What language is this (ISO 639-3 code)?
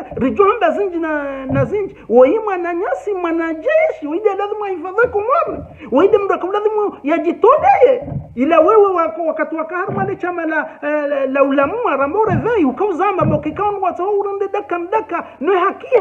zdj